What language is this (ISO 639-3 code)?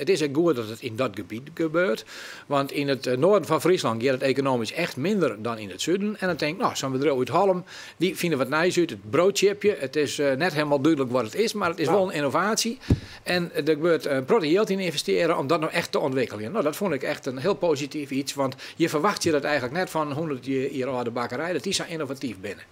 fry